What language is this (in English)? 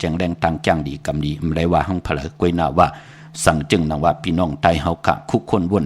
Shan